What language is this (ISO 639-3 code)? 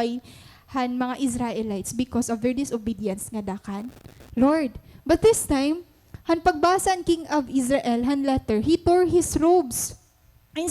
war